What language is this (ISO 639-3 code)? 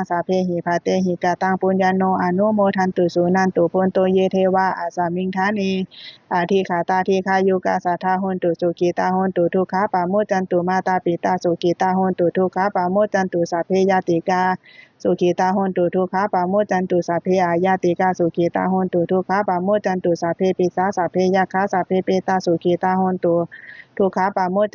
pli